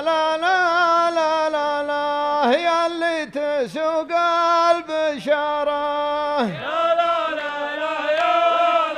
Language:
Arabic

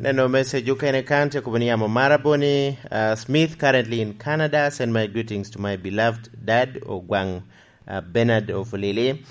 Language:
Lango (Uganda)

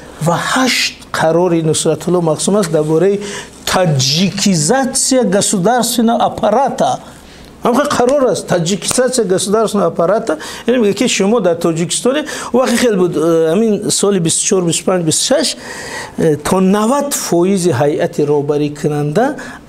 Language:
Tajik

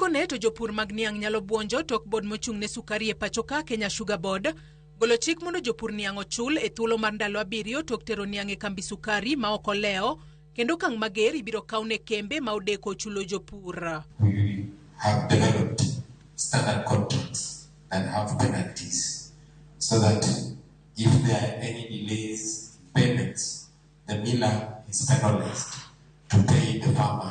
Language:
Luo (Kenya and Tanzania)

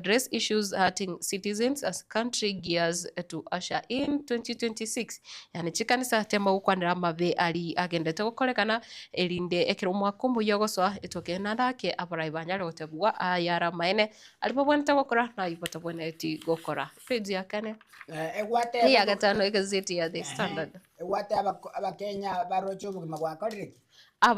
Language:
Gusii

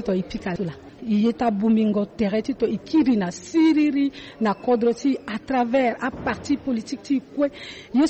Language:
Sango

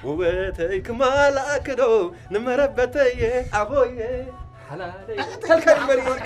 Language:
Tigrinya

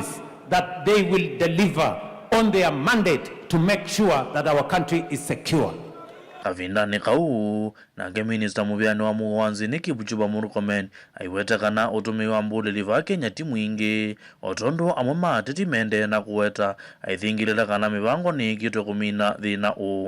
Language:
Kamba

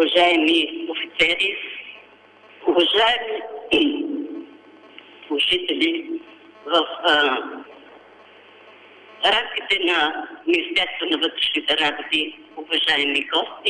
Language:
Bulgarian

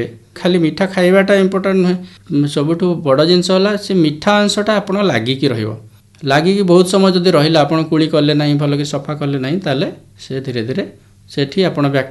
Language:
Odia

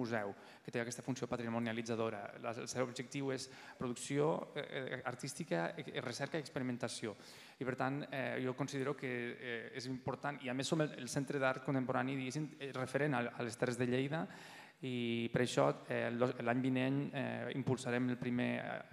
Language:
Catalan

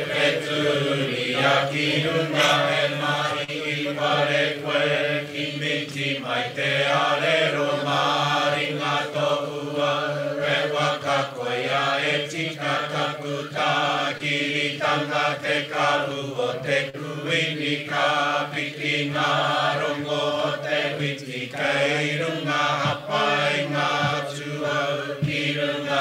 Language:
Māori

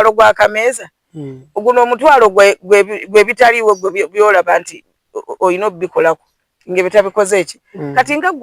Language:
Ganda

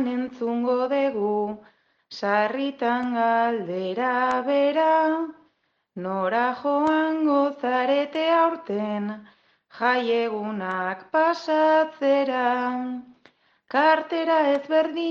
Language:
Basque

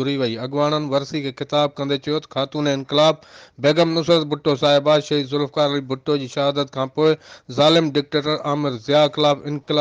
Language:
Sindhi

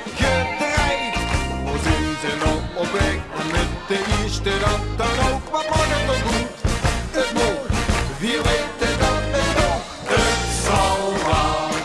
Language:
Limburgish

